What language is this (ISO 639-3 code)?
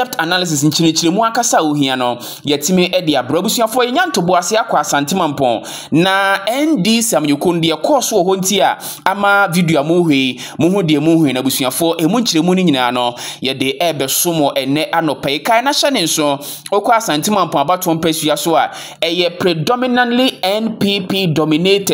aka